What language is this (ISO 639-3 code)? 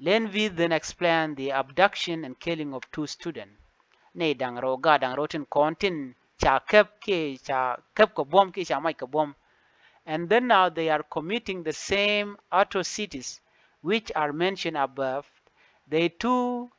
nus